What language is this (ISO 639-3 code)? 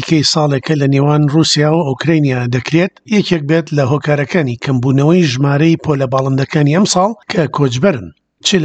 ckb